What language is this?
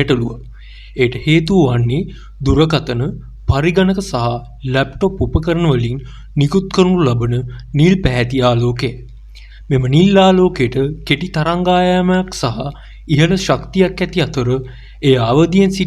Sinhala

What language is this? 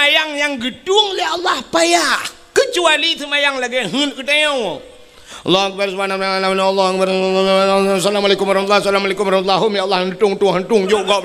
Achinese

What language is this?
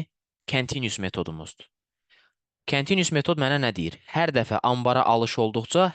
Azerbaijani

